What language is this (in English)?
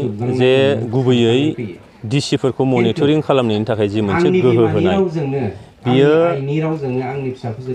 Bodo